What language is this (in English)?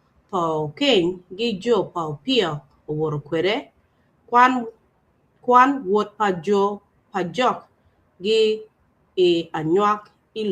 Acoli